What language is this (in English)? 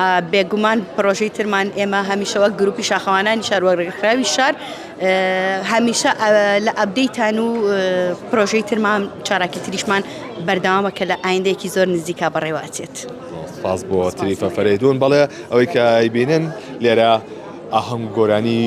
Central Kurdish